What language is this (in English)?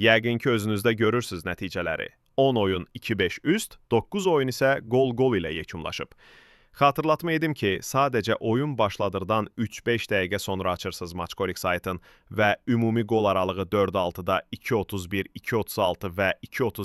Azerbaijani